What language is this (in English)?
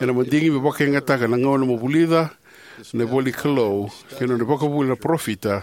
Fijian